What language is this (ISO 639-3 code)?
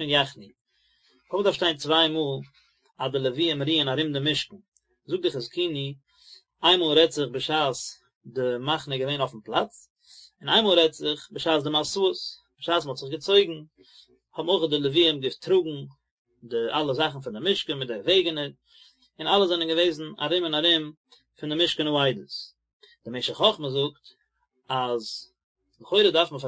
yid